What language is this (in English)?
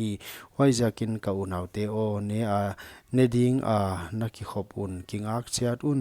Paite Chin